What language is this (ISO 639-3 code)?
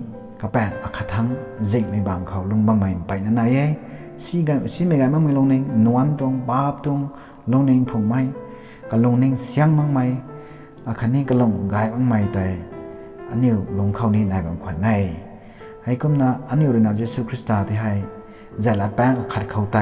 nbu